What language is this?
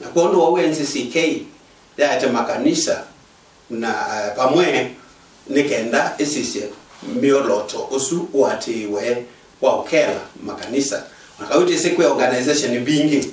Kamba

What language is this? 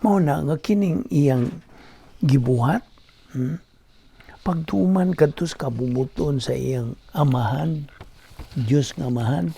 Cebuano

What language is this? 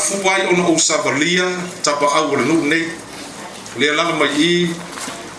Samoan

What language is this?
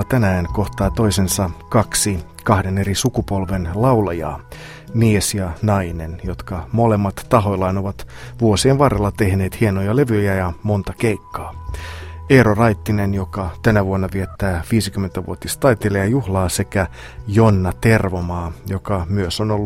Finnish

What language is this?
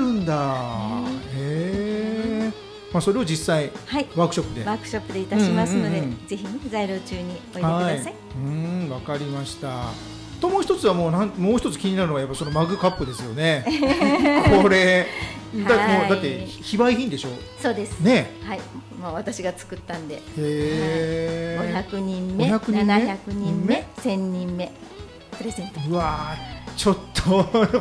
Japanese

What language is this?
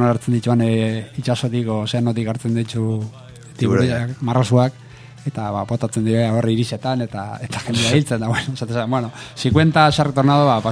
Basque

